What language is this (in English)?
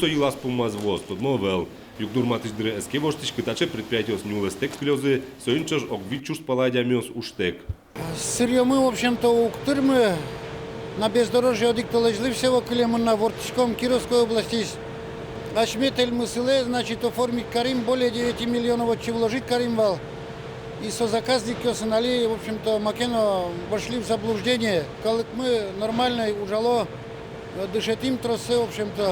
Udmurt